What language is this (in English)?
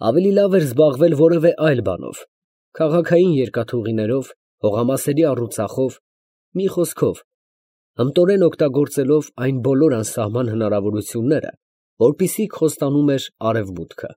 Armenian